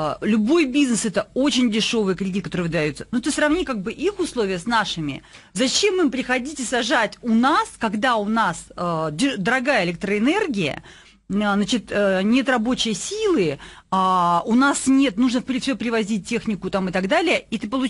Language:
Russian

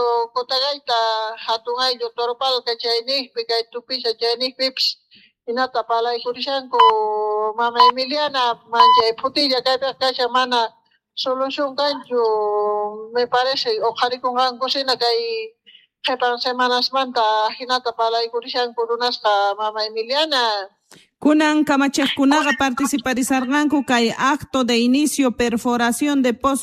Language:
Quechua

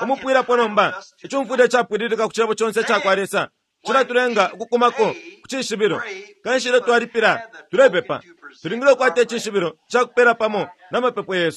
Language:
Bemba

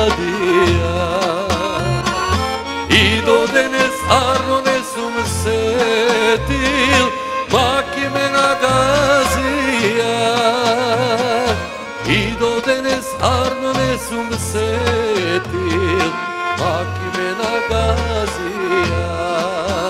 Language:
Macedonian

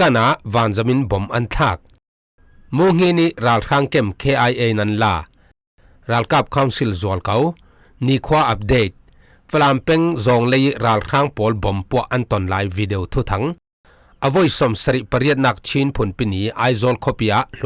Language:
Falam Chin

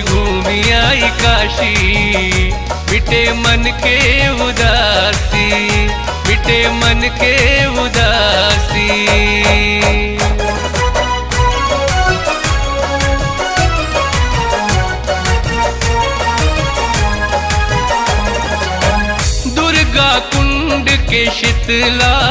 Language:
Bhojpuri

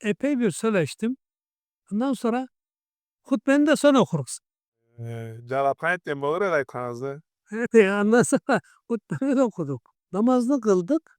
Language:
Karachay-Balkar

